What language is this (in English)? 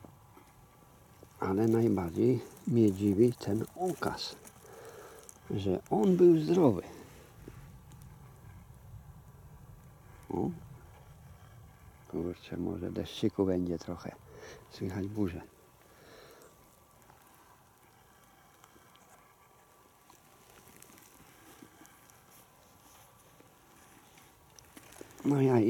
Polish